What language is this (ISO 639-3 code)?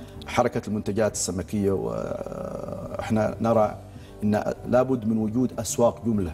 ara